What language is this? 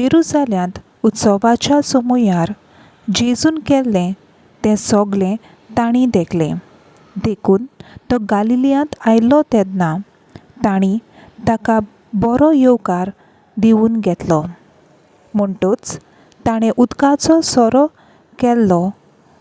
Konkani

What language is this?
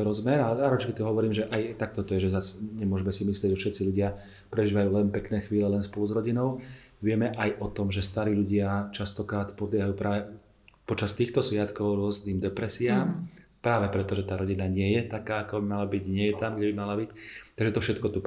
Slovak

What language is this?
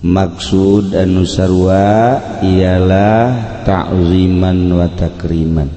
Sundanese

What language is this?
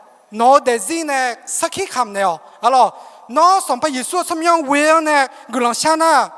Akha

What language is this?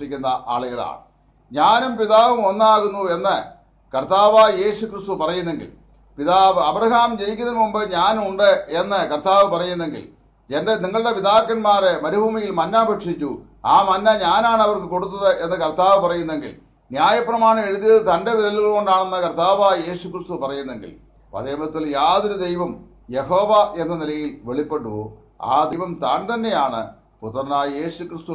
Malayalam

